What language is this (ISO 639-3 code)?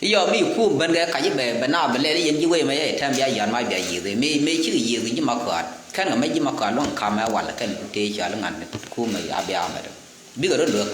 nus